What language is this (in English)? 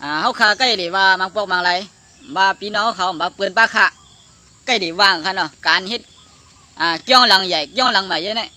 Shan